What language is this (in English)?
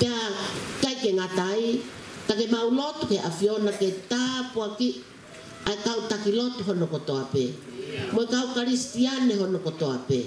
Tongan